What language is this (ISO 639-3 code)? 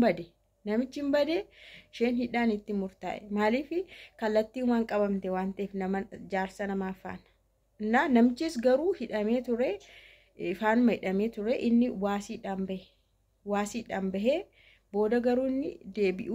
orm